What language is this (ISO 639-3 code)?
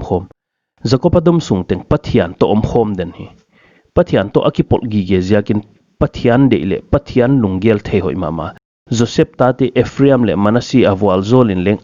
pck